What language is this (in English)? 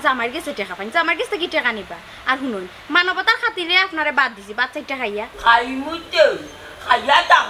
Sylheti